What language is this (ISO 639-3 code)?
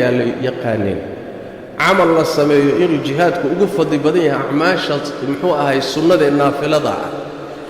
som